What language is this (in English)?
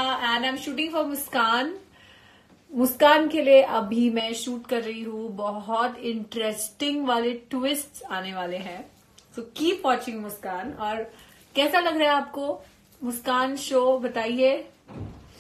Hindi